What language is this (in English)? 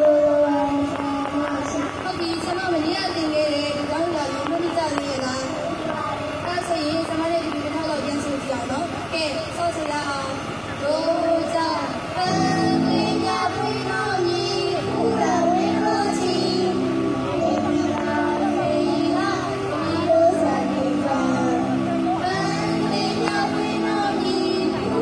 Burmese